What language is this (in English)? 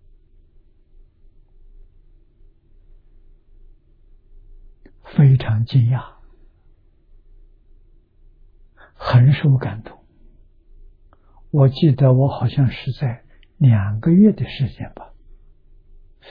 Chinese